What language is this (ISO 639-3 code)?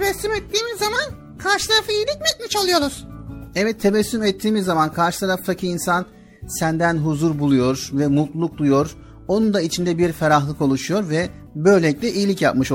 tur